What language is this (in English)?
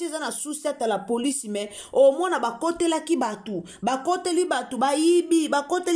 Lingala